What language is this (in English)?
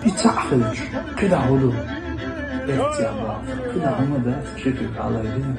Chechen